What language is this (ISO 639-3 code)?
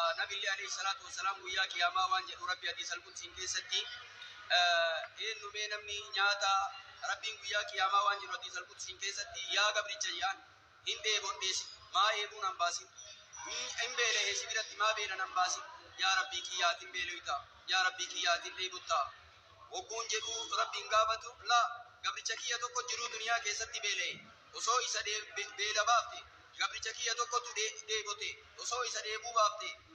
orm